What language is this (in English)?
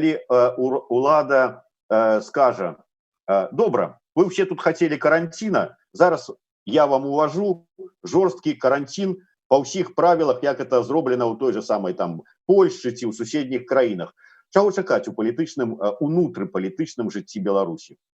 Belarusian